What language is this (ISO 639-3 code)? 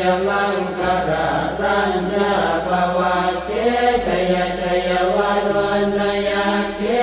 pli